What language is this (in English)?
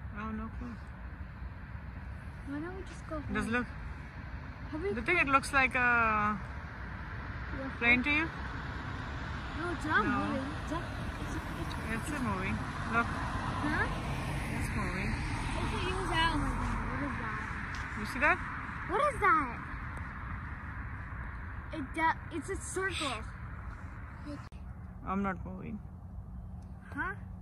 English